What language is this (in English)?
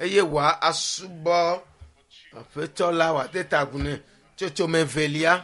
Ewe